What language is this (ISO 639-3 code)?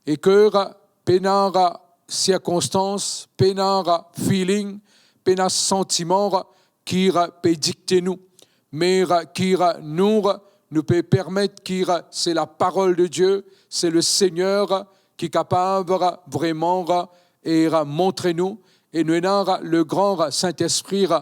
mfe